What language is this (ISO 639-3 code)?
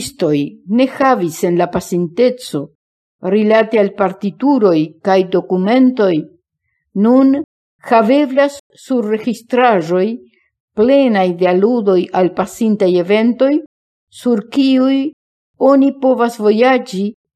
epo